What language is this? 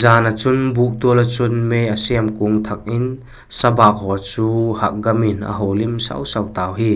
Vaiphei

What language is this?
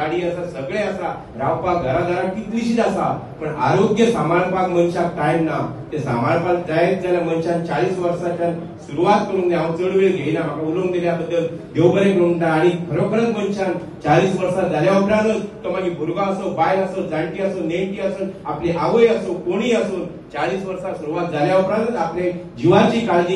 Konkani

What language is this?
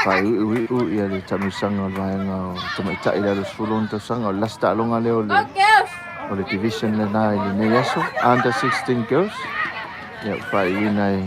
Samoan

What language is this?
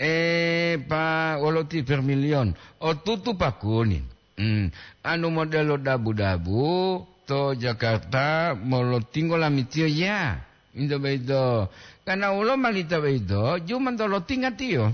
Gorontalo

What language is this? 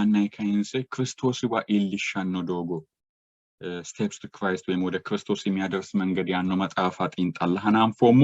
Sidamo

